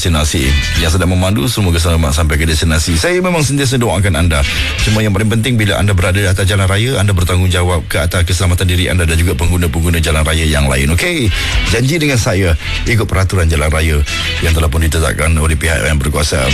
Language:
Malay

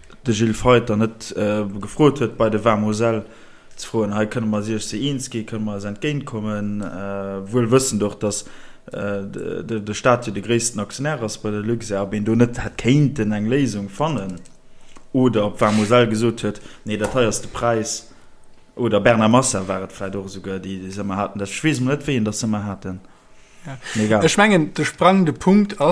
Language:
Luxembourgish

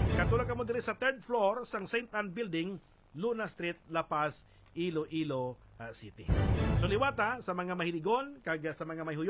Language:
Hiligaynon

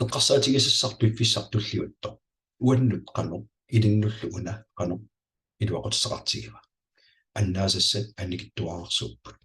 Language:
Kalaallisut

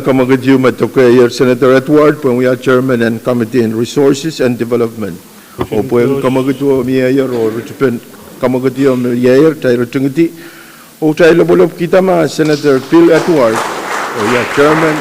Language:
Pohnpeian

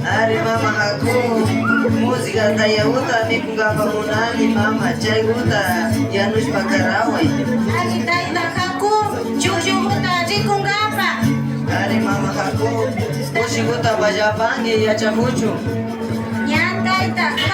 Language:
Imbabura Highland Quichua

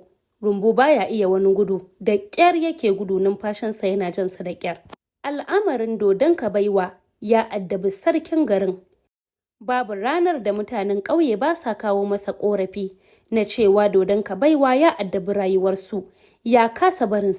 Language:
Hausa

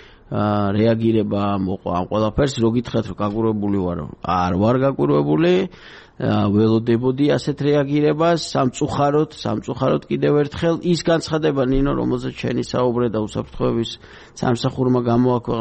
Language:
Georgian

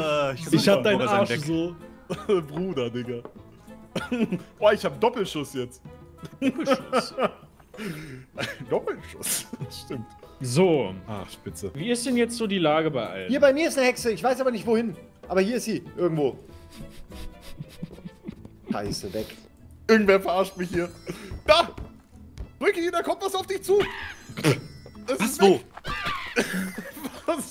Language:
German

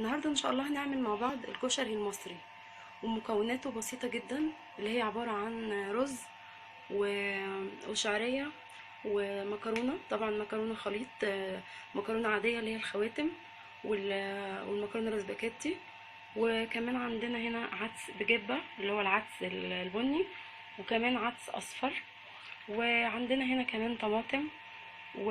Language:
Egyptian Arabic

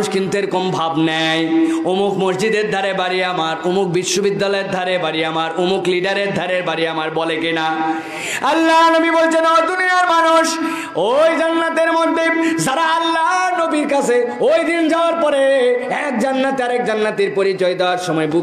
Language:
Bangla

